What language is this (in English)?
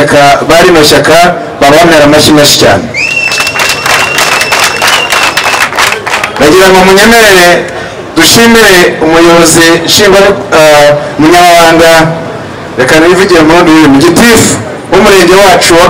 Kinyarwanda